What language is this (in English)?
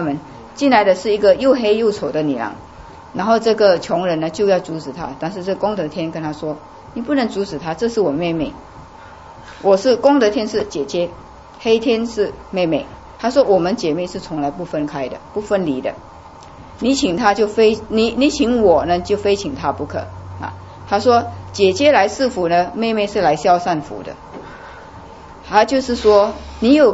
Chinese